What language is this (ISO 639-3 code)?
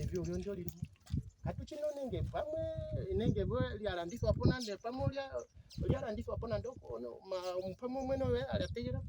ndo